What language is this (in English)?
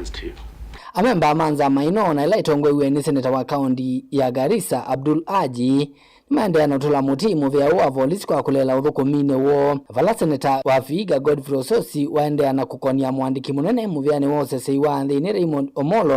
Kamba